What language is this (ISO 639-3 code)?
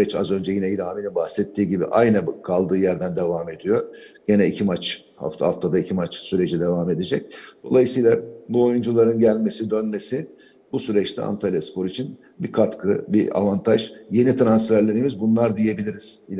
tur